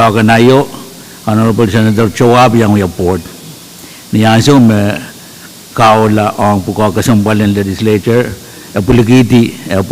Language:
Pohnpeian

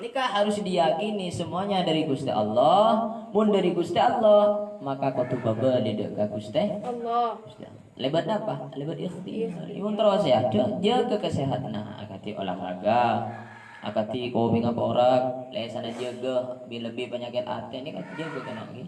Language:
Madurese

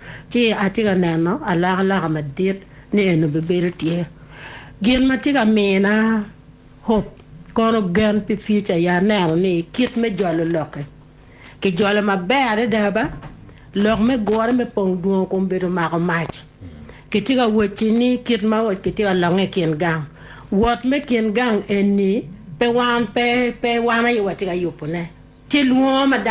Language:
Acoli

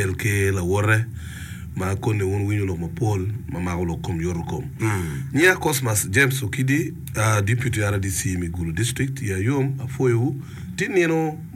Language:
Acoli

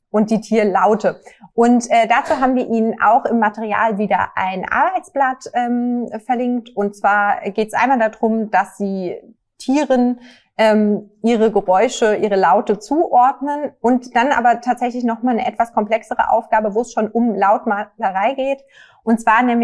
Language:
German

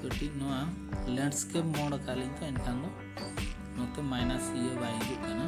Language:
Santali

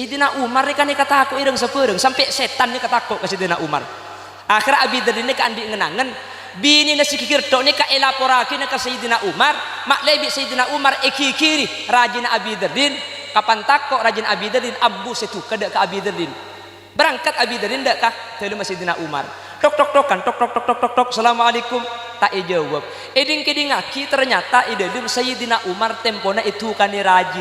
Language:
Madurese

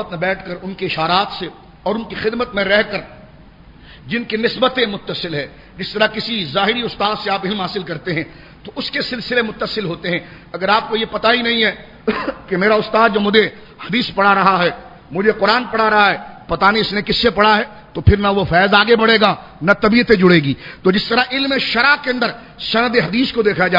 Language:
Urdu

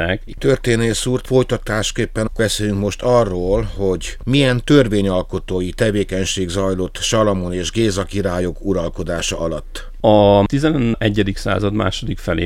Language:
Hungarian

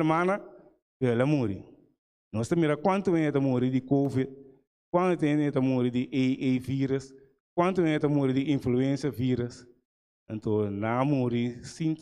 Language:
Papiamento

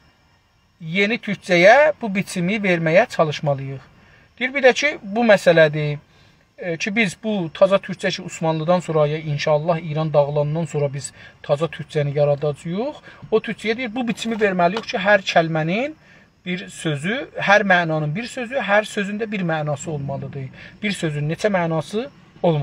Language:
South Azerbaijani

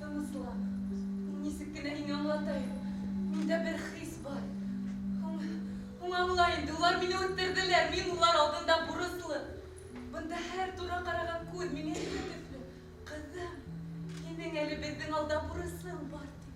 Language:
Bashkir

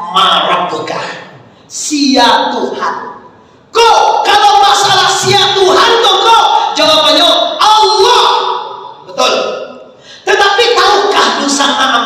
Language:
Minangkabau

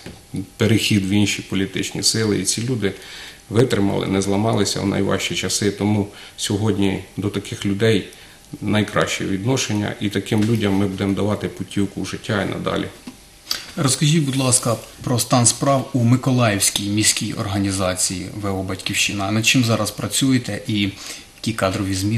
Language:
Ukrainian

